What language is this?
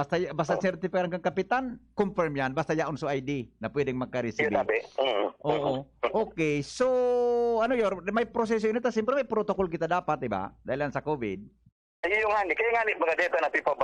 Bikol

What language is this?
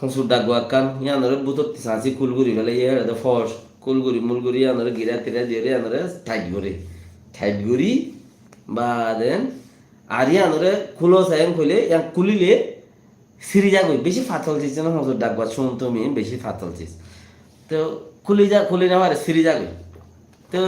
Rohingya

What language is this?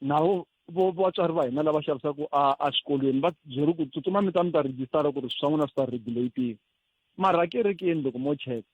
Tsonga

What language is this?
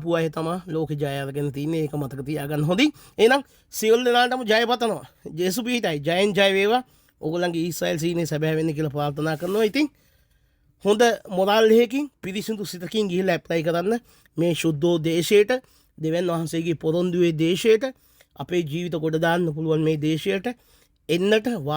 Sinhala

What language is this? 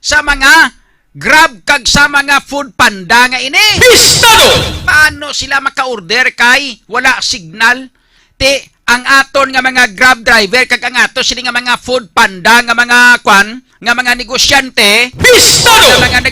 Hiligaynon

